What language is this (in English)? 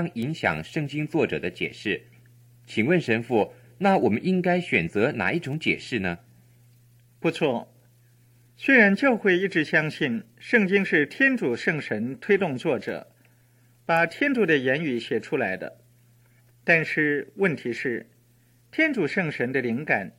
Chinese